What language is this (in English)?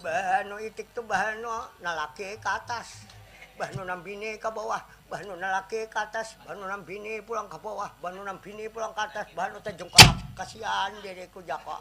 Banjar